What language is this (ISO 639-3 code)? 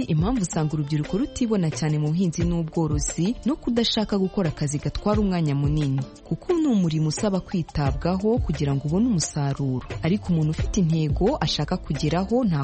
kin